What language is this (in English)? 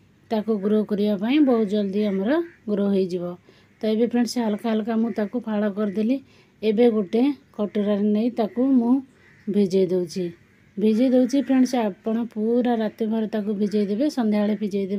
Odia